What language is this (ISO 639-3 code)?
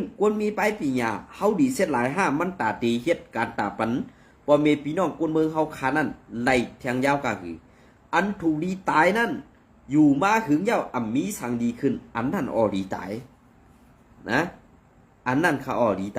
shn